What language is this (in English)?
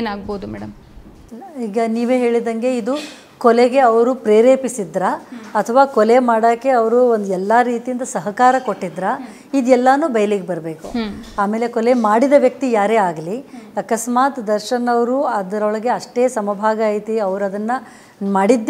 Kannada